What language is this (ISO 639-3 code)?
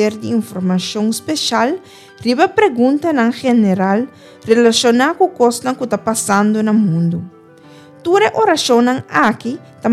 pap